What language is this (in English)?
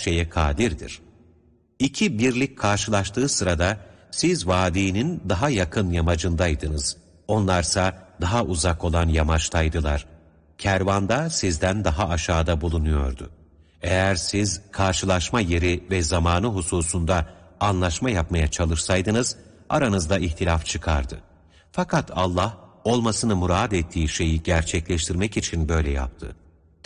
Turkish